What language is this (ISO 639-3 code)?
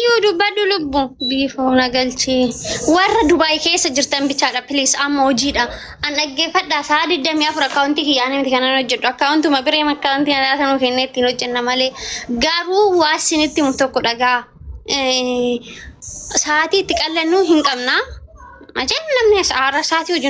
orm